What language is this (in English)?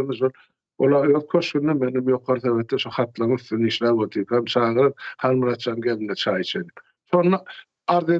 Turkmen